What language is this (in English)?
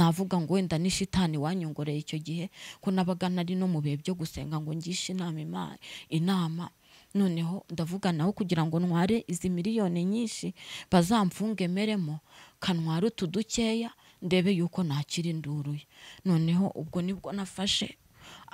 Kinyarwanda